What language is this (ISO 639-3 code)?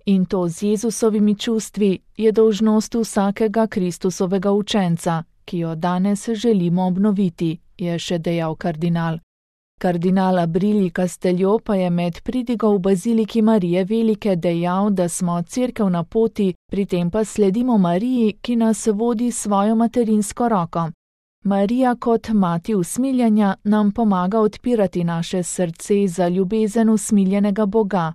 slv